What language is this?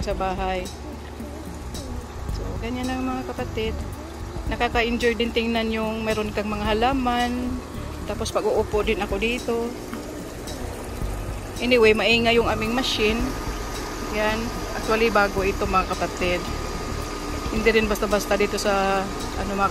Filipino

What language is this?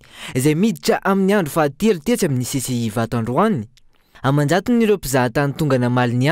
Malagasy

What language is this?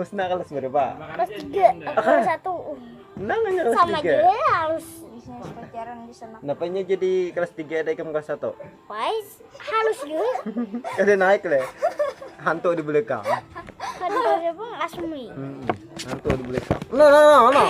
Banjar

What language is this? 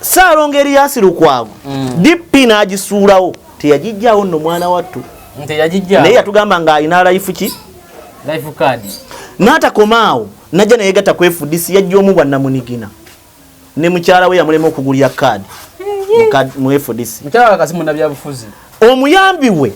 Ganda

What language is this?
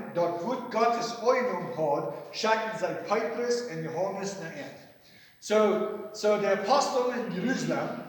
Plautdietsch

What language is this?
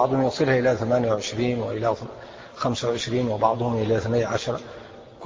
Arabic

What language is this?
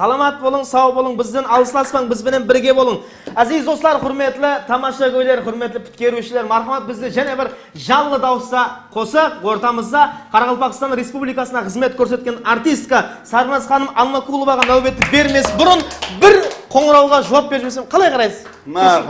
Kara-Kalpak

